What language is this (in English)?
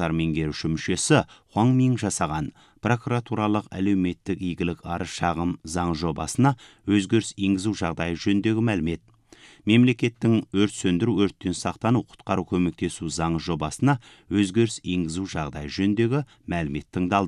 Kazakh